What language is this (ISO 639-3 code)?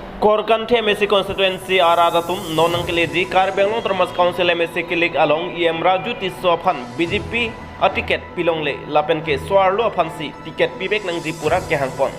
mjw